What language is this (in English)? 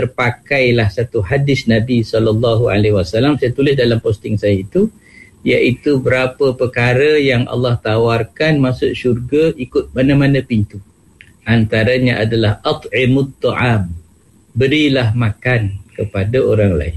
Malay